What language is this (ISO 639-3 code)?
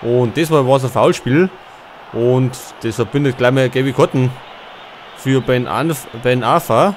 bar